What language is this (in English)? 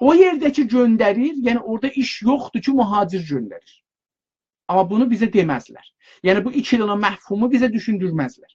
South Azerbaijani